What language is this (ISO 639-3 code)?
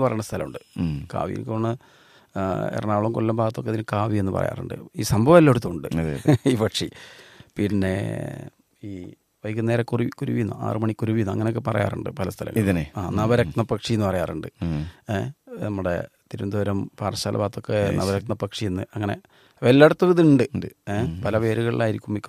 mal